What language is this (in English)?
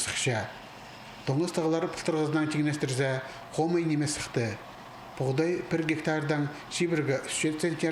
Khakas